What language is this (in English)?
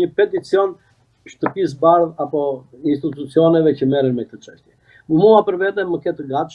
Albanian